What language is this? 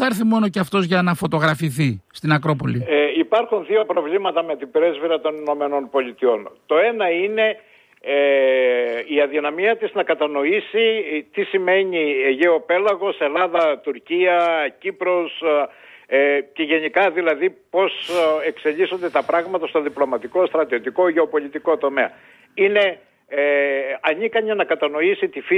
Greek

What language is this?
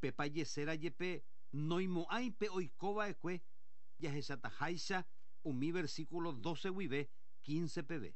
Guarani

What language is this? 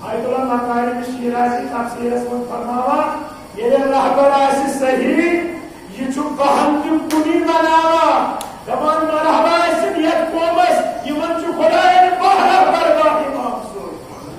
Kashmiri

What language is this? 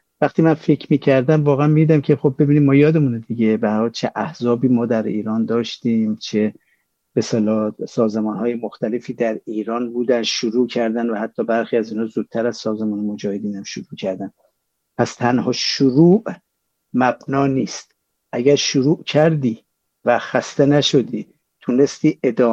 Persian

